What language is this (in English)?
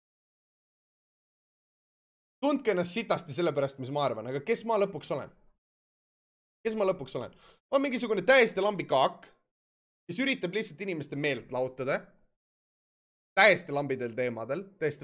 Estonian